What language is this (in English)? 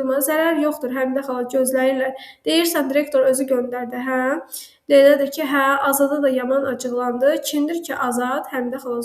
Azerbaijani